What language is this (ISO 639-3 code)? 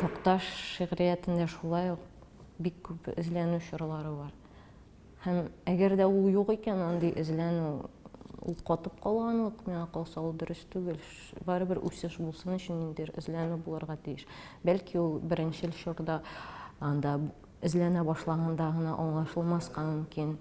tat